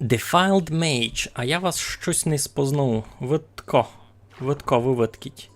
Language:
Rusyn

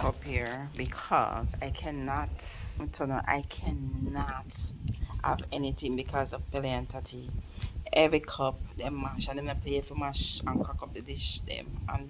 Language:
Jamaican Creole English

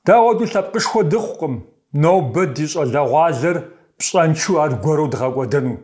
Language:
Kabardian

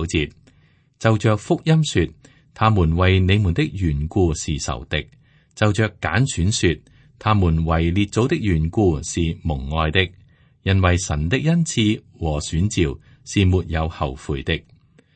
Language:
Cantonese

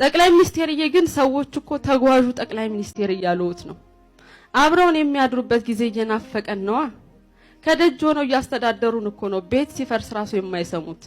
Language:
Amharic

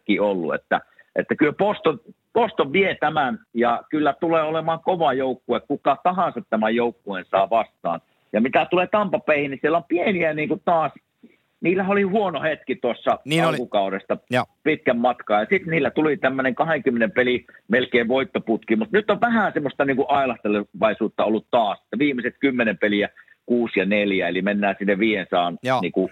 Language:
Finnish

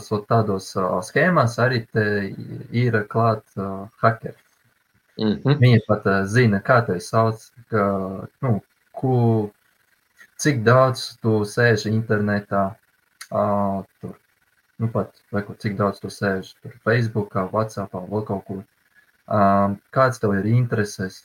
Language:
Latvian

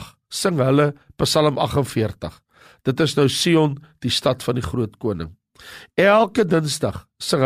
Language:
Afrikaans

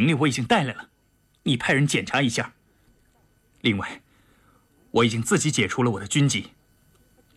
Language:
Chinese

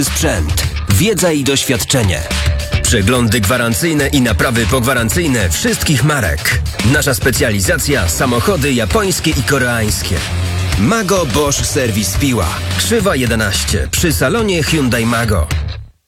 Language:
Polish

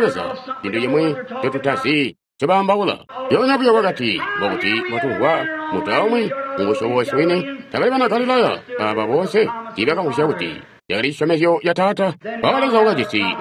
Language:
Tonga (Zambia)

